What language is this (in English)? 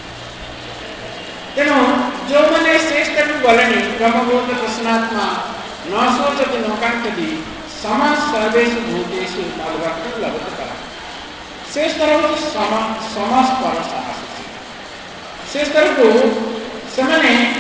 Odia